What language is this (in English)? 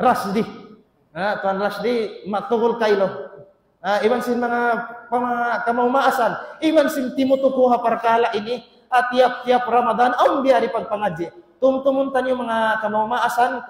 Tausug